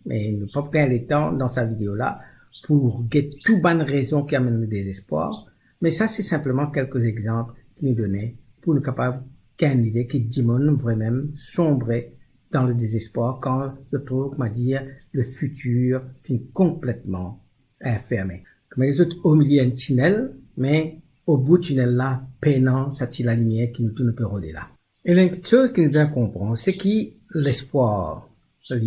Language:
Morisyen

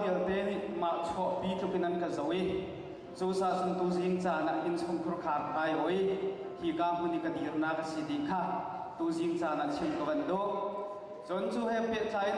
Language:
Hakha Chin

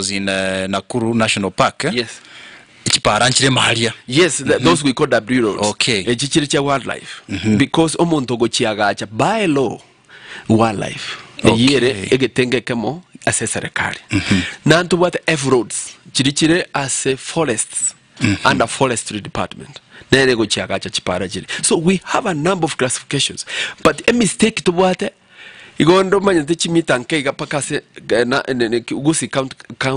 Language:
Gusii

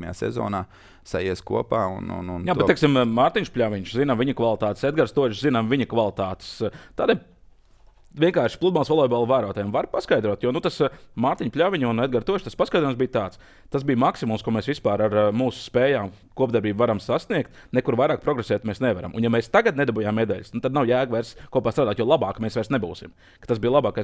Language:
Latvian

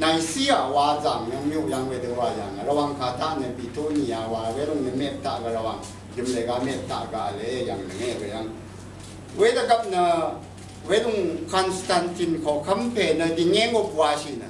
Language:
Rawang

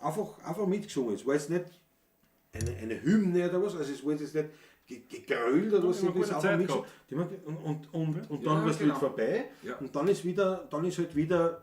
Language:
Bavarian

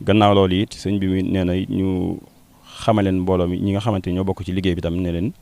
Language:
Wolof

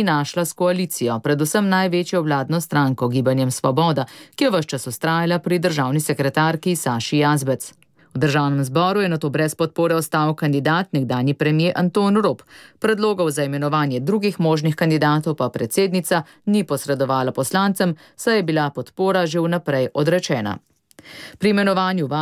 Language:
Slovenian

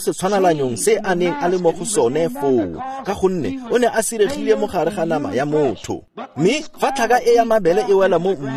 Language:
Tswana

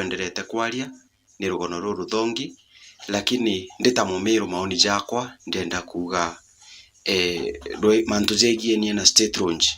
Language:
Meru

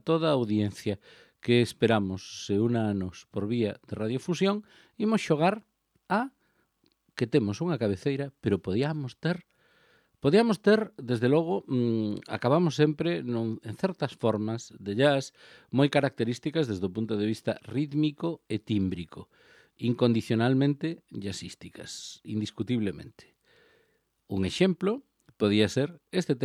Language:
Galician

